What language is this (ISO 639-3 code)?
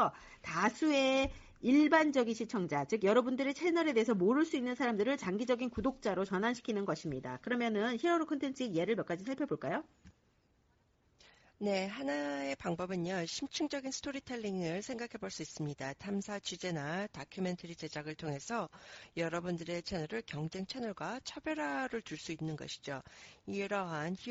kor